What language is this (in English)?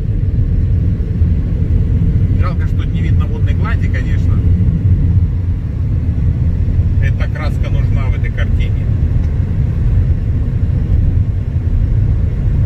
Russian